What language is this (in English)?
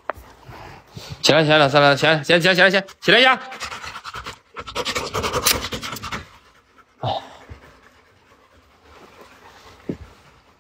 Chinese